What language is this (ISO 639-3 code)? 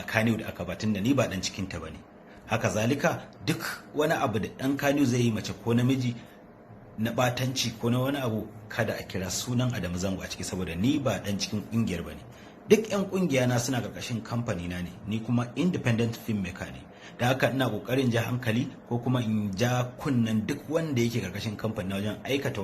hau